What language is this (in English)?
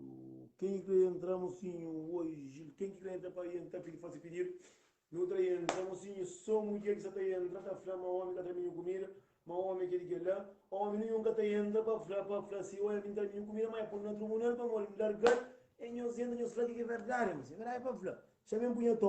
Kabuverdianu